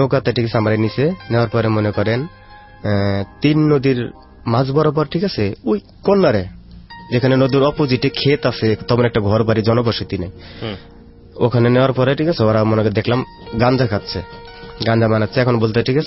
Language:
Bangla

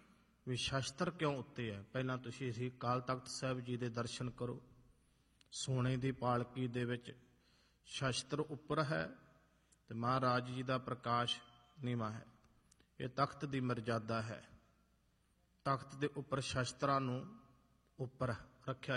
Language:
Punjabi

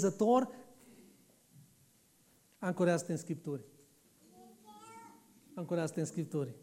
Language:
Romanian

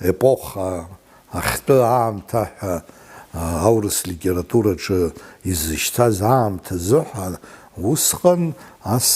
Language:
Abkhazian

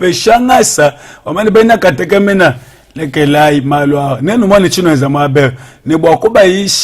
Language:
Luba-Lulua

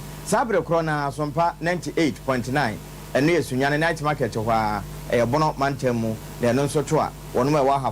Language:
Akan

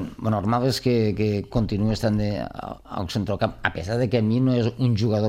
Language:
Catalan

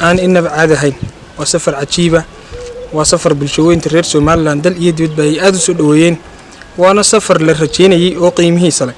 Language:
Somali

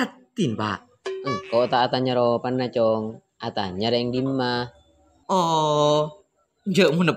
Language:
Madurese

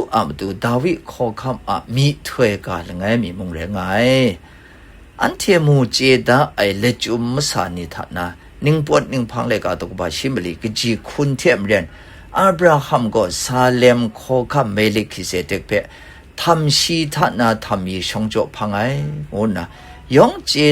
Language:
Kachin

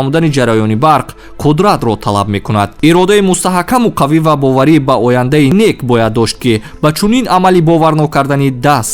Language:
Tajik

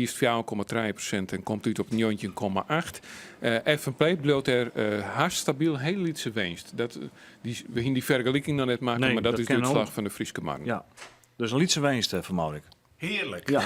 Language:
Western Frisian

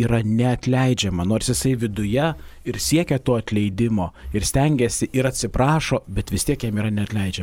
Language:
Lithuanian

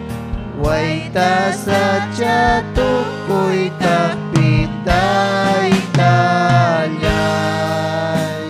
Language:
Ayacucho Quechua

